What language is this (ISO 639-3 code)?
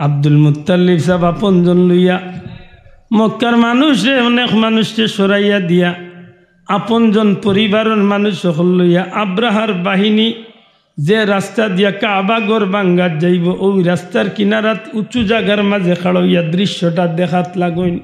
syl